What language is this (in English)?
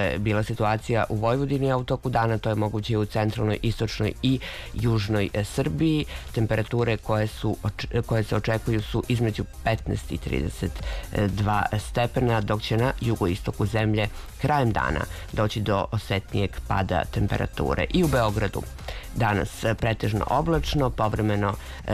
Serbian